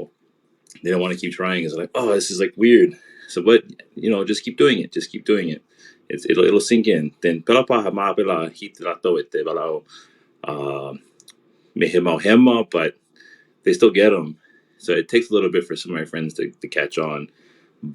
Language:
Hawaiian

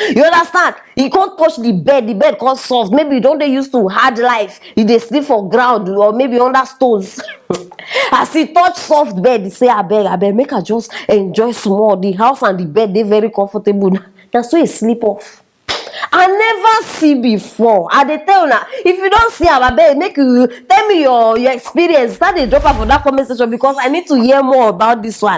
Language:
Nigerian Pidgin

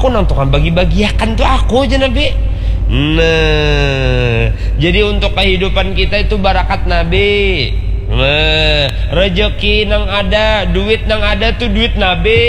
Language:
Banjar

